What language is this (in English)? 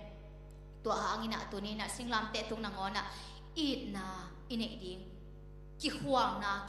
Tedim Chin